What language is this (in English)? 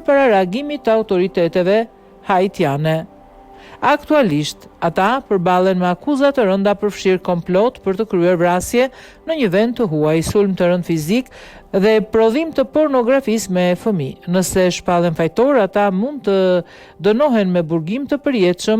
Albanian